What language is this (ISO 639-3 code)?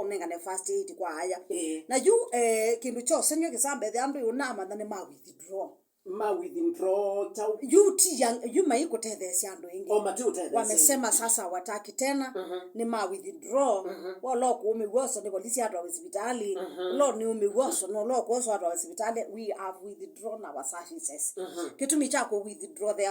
kam